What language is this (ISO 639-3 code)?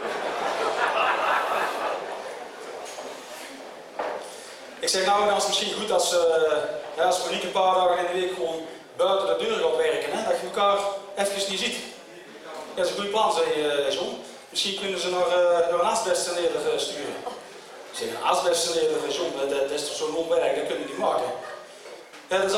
nld